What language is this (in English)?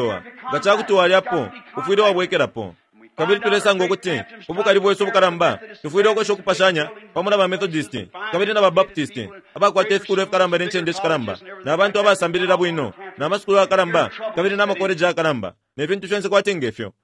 Bemba